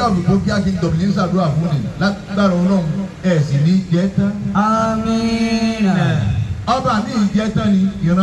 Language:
Yoruba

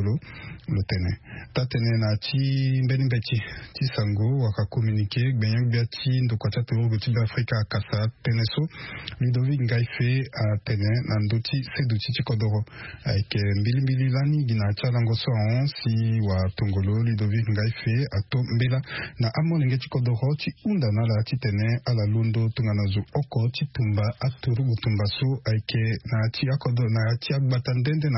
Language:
Sango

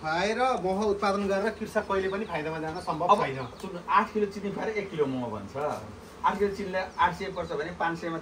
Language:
Nepali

